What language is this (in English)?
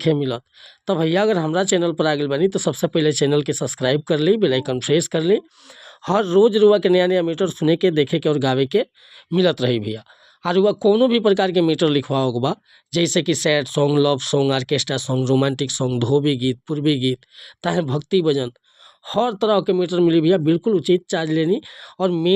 Bhojpuri